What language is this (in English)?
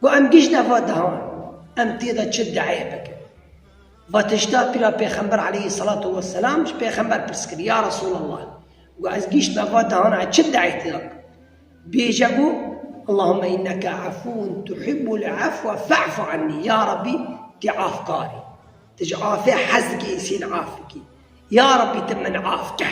Kurdish